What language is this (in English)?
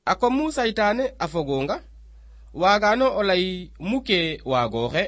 Serer